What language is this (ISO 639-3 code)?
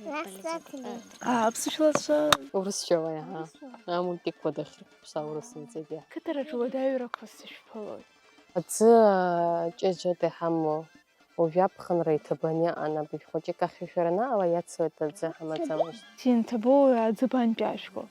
abk